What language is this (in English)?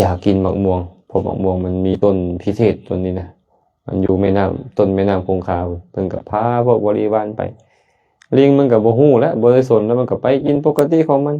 Lao